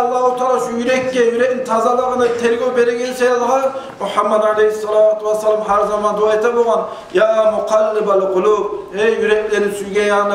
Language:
Kumyk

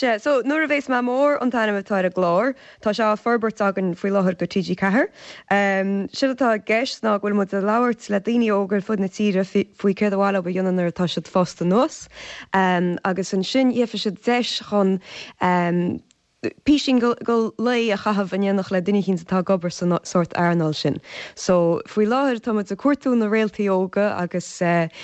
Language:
Irish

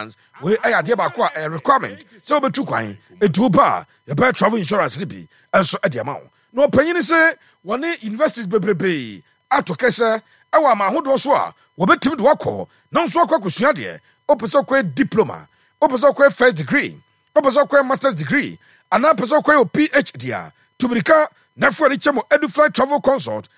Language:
Akan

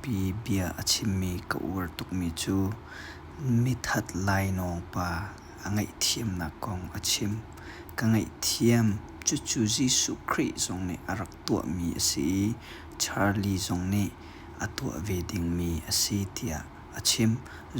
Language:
Hakha Chin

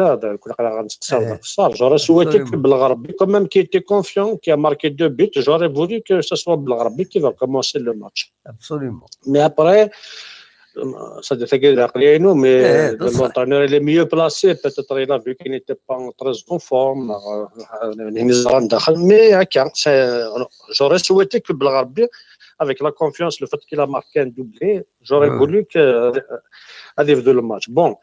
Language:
Kabyle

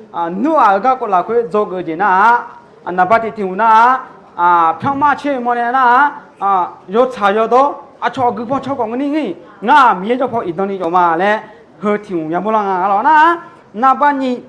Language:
Akha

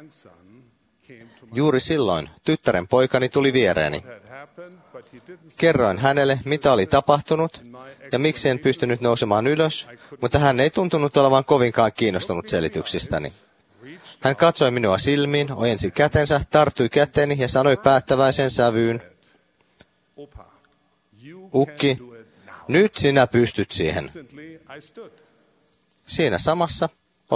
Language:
Finnish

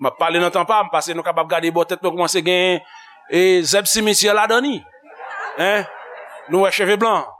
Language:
Haitian Creole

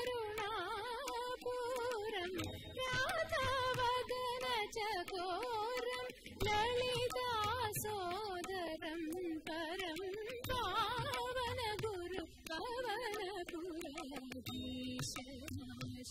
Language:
Tamil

